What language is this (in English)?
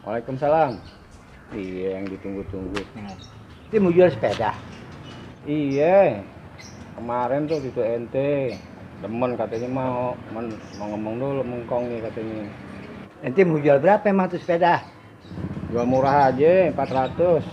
Betawi